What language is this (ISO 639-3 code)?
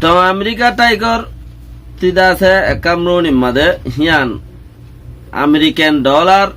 rhg